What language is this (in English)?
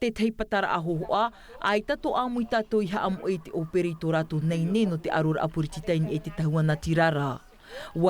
Tahitian